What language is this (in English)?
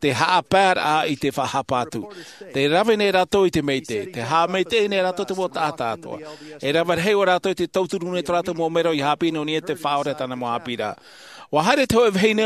Tahitian